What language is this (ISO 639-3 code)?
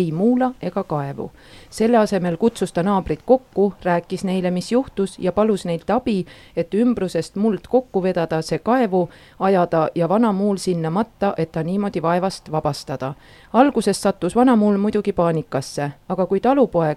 est